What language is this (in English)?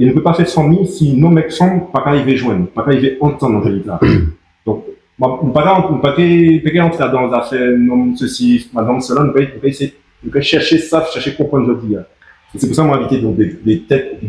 Guadeloupean Creole French